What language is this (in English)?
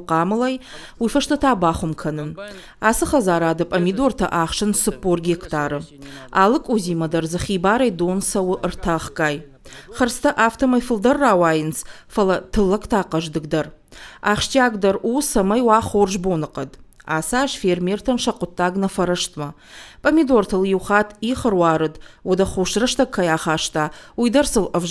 Ossetic